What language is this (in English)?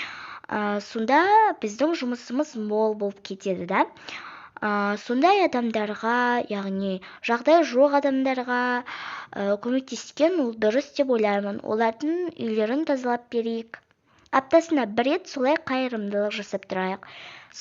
Kazakh